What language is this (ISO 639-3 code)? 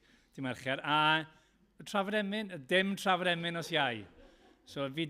cym